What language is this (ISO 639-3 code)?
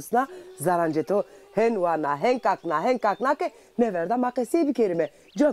zza